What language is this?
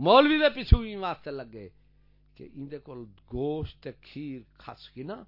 Saraiki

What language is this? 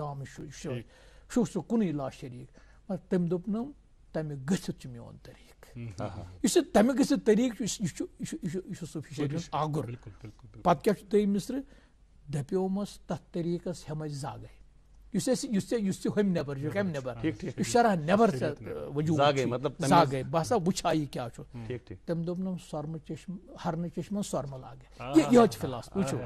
Kashmiri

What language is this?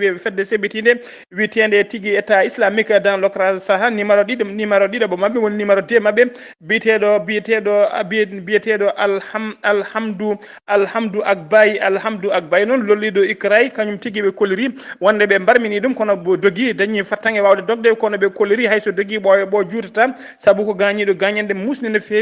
Fula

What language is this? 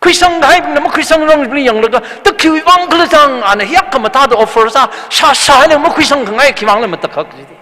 Tangkhul Naga (India)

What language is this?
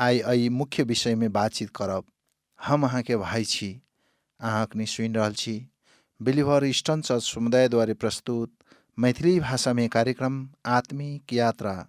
Maithili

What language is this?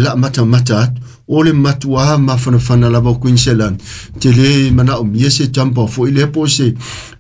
Samoan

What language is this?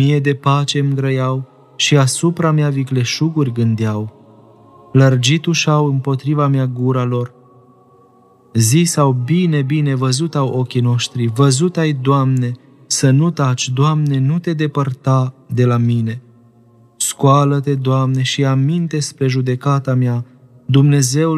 Romanian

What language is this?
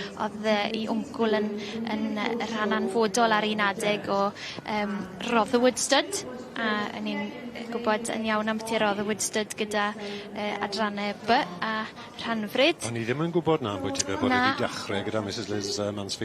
Welsh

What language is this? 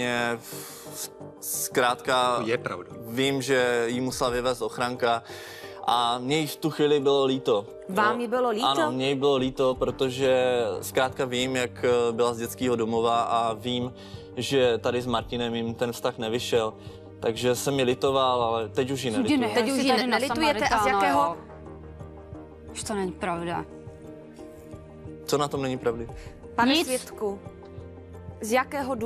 Czech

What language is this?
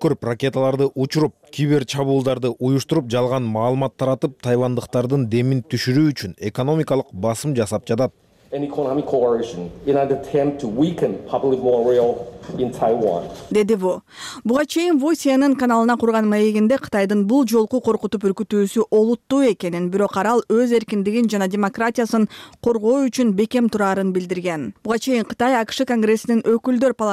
Kyrgyz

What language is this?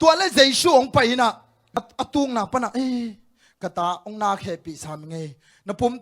Tedim Chin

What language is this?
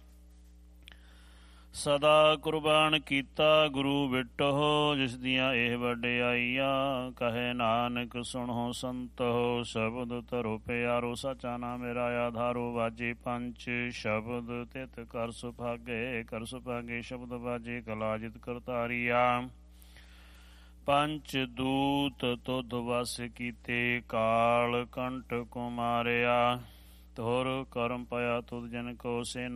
Punjabi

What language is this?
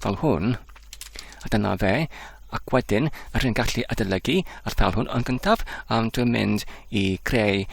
Welsh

